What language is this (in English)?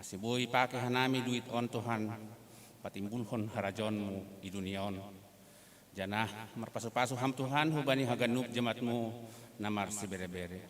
Batak Simalungun